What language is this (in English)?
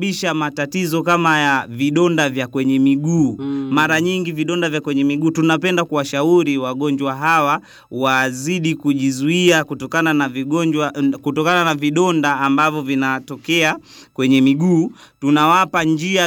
Swahili